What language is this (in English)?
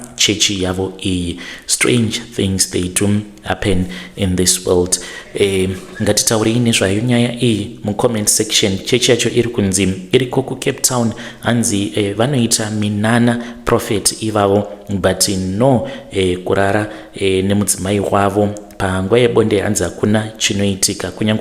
Shona